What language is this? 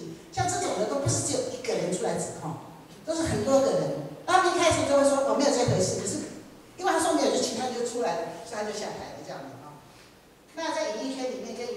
Chinese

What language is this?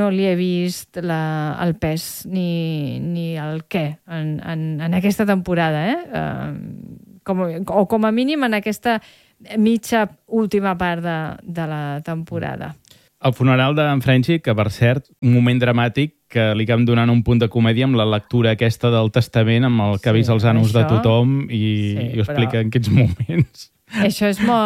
Catalan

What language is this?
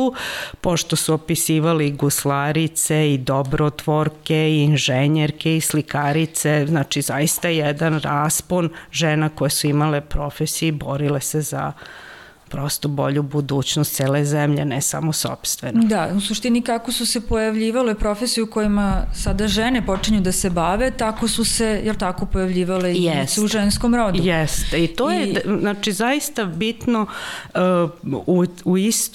Serbian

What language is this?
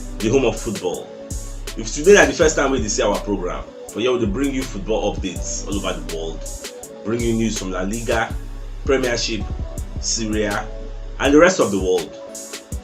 Nigerian Pidgin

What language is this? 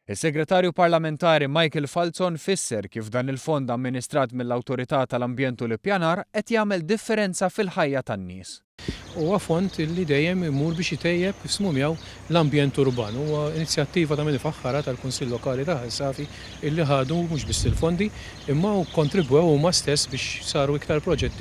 Maltese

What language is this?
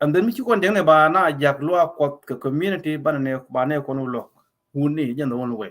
Nuer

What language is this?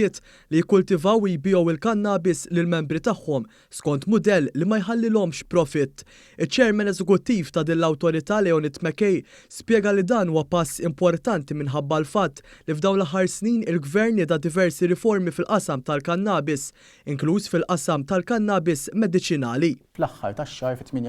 Maltese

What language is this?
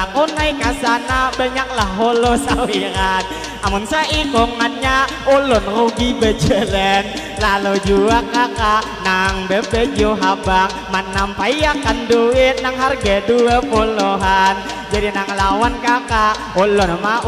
Banjar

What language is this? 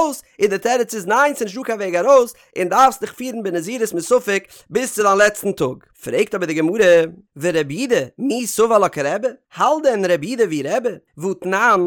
Yiddish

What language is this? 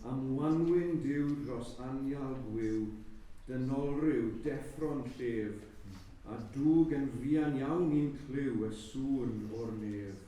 Welsh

